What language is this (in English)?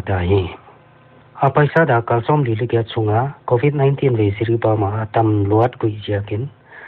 Paite Chin